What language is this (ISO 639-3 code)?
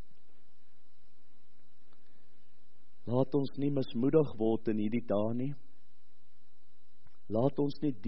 afr